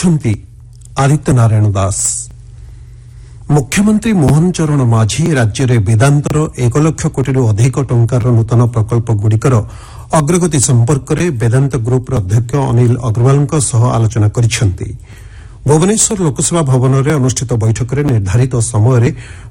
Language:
Odia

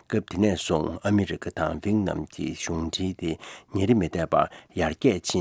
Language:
Tibetan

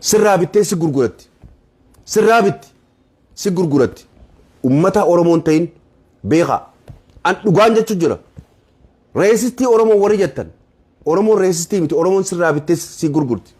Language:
Oromo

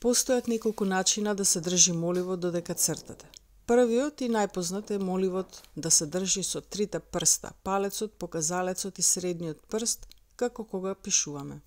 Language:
Macedonian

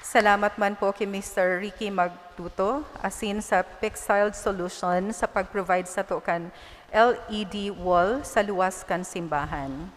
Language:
Bikol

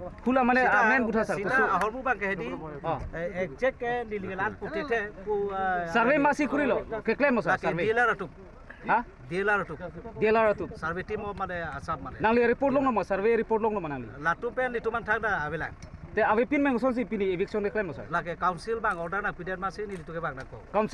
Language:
Karbi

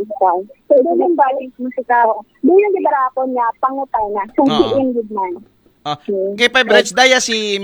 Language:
Aklanon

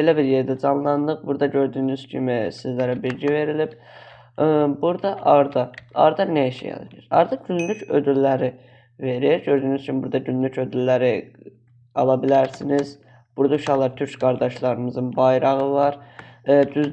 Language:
Azerbaijani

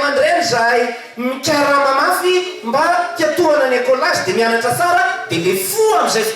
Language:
Malagasy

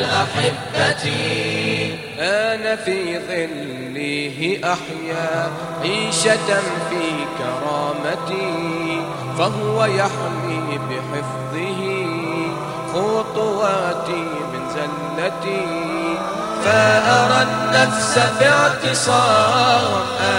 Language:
Bosnian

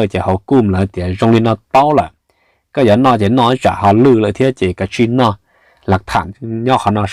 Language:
Hmong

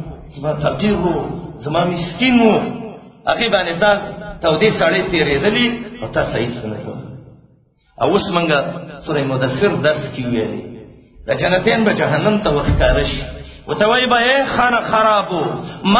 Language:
Pashto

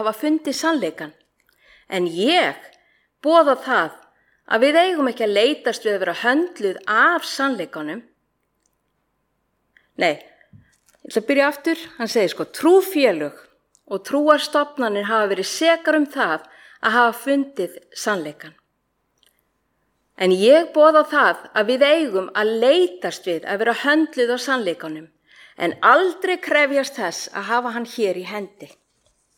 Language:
Icelandic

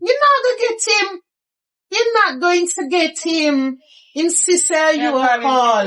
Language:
Jamaican Creole English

